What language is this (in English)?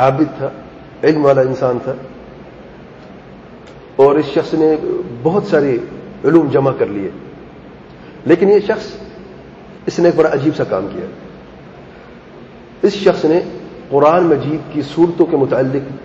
Urdu